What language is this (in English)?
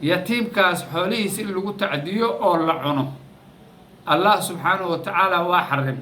Somali